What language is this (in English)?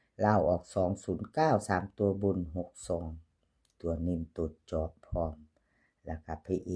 Northeastern Thai